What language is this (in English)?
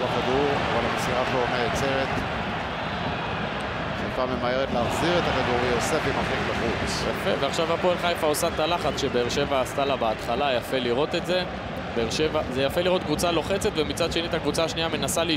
Hebrew